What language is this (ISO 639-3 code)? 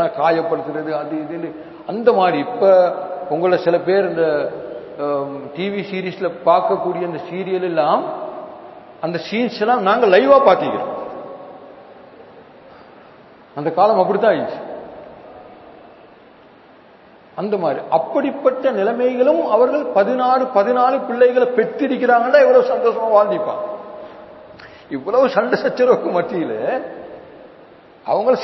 tam